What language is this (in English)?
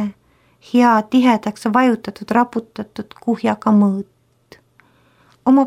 Estonian